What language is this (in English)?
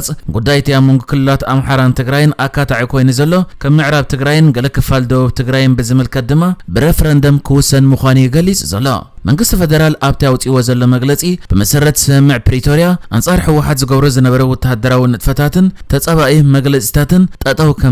Tigrinya